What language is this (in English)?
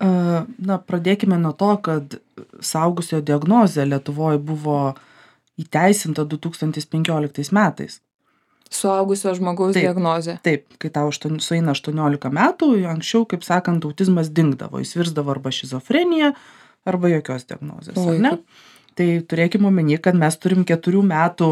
Lithuanian